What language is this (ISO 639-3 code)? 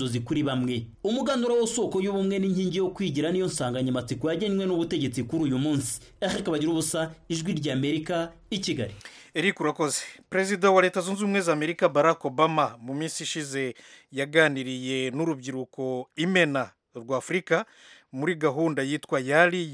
kin